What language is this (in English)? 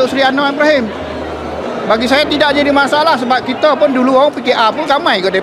Malay